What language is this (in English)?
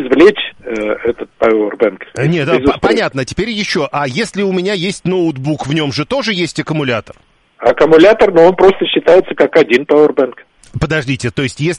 Russian